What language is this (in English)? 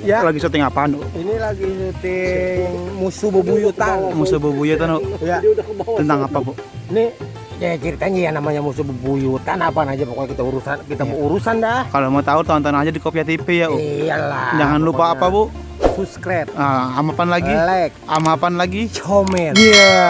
Betawi